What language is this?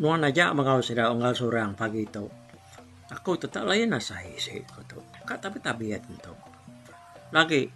Iban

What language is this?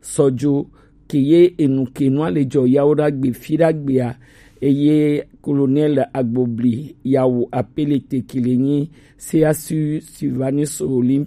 Gen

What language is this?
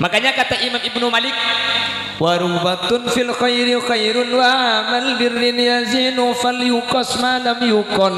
Madurese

